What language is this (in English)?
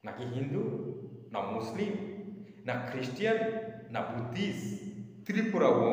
Kok Borok